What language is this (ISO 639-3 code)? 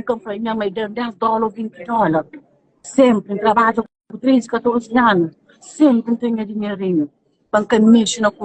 kea